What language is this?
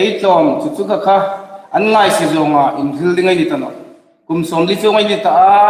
Hmar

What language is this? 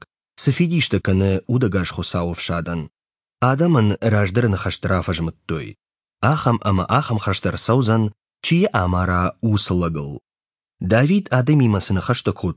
Ossetic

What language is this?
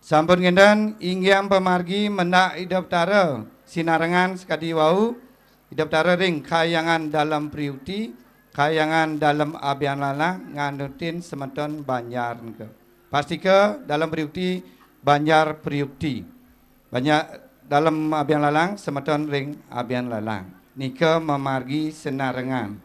Balinese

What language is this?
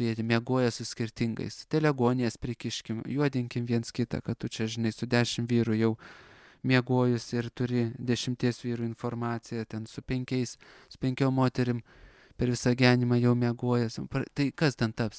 Lithuanian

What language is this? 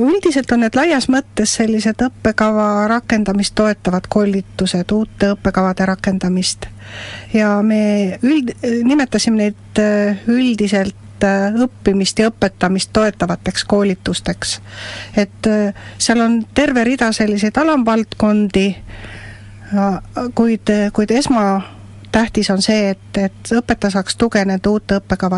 Estonian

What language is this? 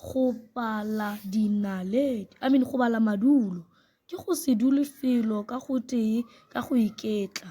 Northern Sotho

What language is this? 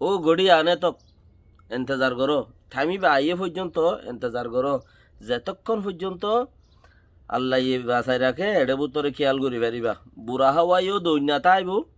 Rohingya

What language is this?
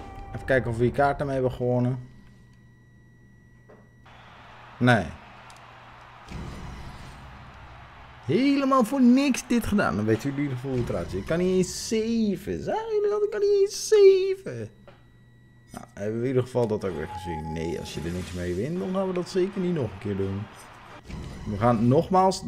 Dutch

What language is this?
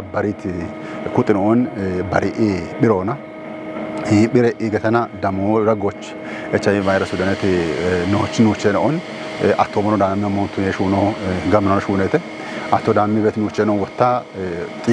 Kafa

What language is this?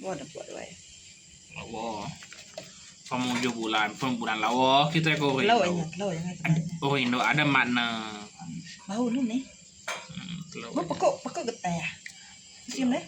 Iban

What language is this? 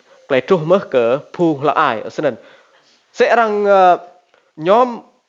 Rade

